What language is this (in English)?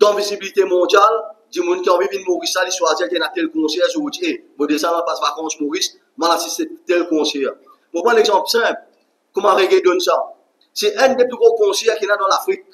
Morisyen